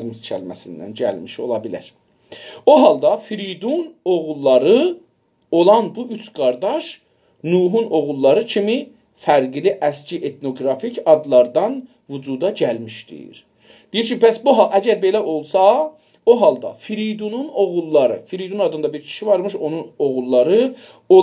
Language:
South Azerbaijani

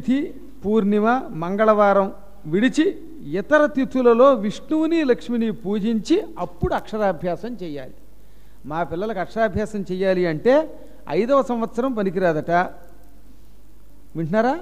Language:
Telugu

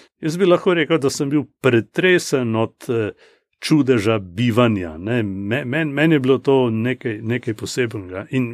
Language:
Slovenian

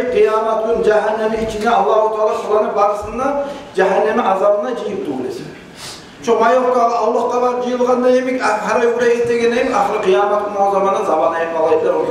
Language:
Kumyk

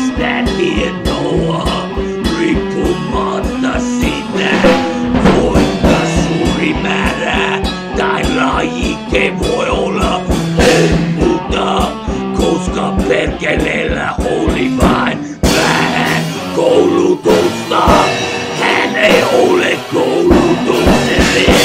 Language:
Finnish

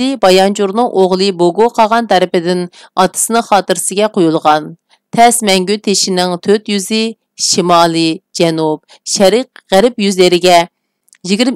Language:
Uyghur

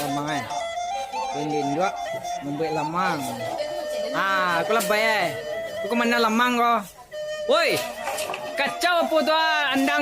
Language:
Minangkabau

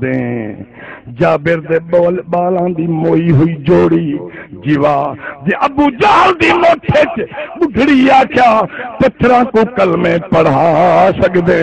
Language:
Saraiki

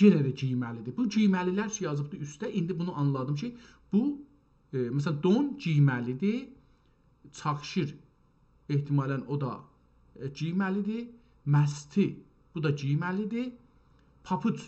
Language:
South Azerbaijani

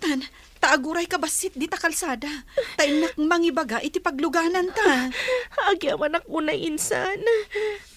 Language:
Iloko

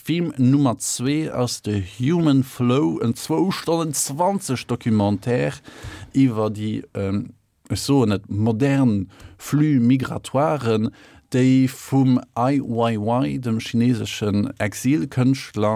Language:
Luxembourgish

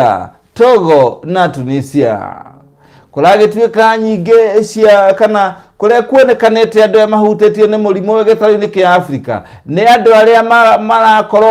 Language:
Kikuyu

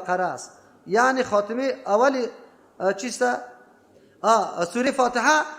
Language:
Persian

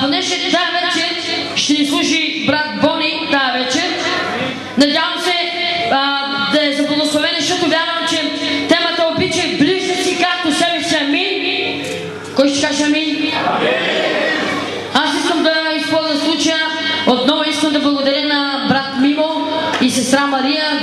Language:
Bulgarian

